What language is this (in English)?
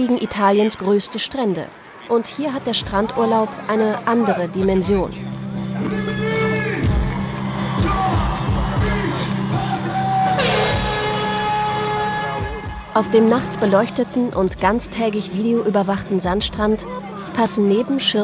German